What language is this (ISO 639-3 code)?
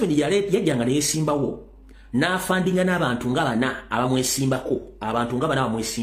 lug